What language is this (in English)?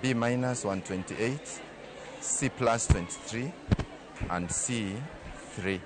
Luo (Kenya and Tanzania)